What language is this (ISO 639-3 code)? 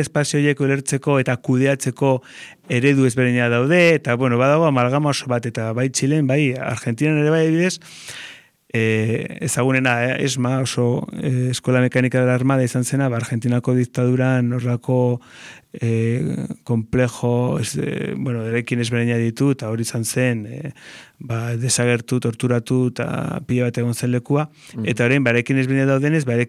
eus